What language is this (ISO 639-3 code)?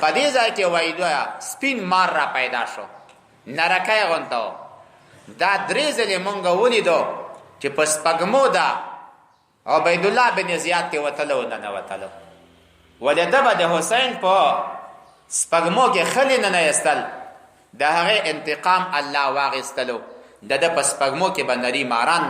pus